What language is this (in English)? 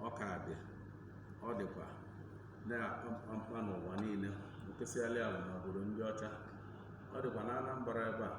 Igbo